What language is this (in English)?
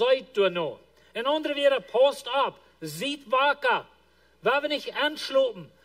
Plautdietsch